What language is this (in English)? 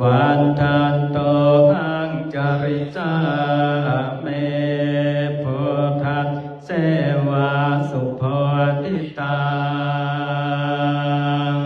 Pali